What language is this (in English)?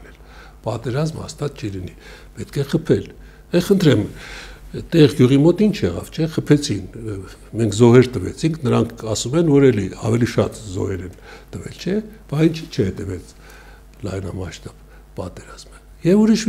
Armenian